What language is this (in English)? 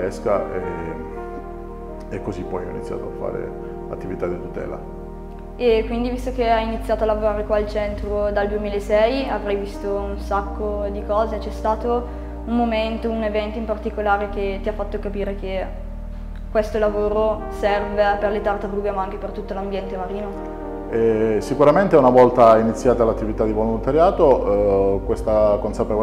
Italian